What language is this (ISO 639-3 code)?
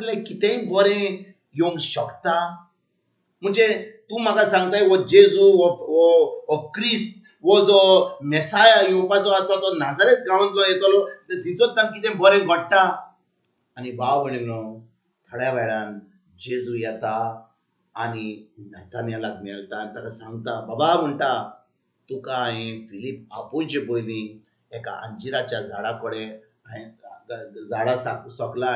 kok